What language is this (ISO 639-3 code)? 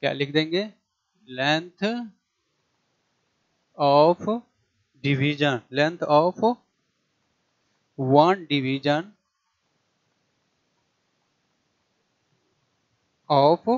hin